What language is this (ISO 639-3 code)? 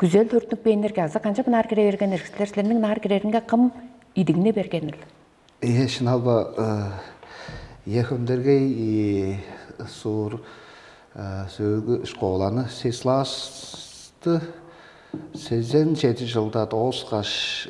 tyv